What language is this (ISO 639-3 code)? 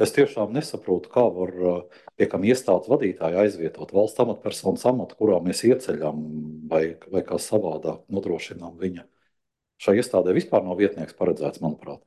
lav